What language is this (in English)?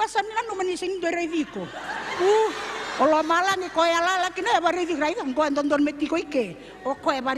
Fijian